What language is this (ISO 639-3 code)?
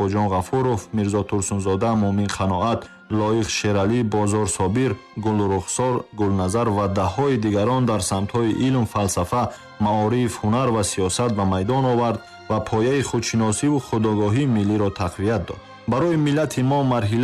tgk